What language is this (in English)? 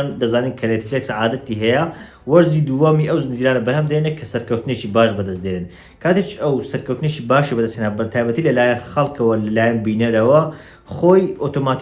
Central Kurdish